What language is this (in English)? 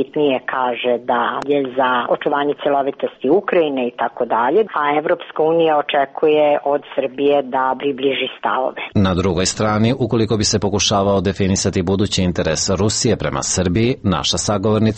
Serbian